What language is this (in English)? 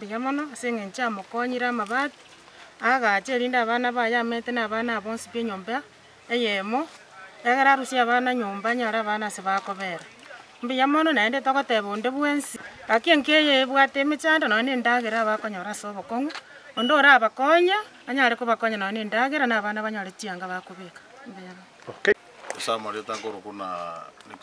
Gusii